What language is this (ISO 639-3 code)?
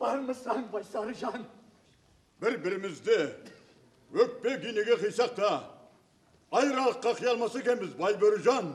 kaa